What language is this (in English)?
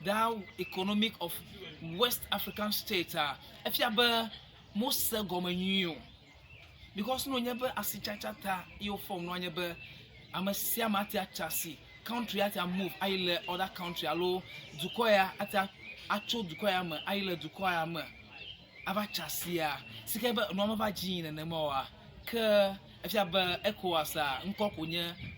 Ewe